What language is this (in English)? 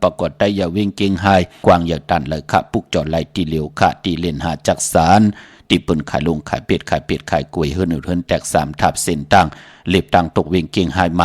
Shan